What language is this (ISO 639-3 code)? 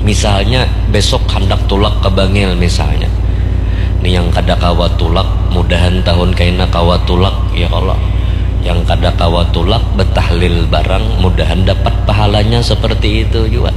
bjn